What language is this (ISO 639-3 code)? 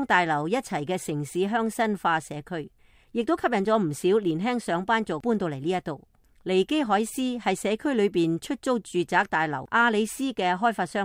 yue